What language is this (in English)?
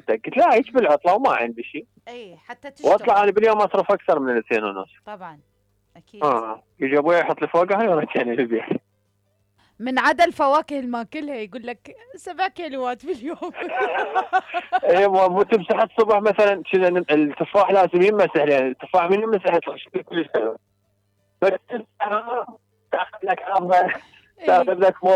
Mesopotamian Arabic